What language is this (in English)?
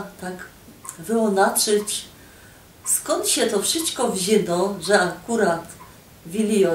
Silesian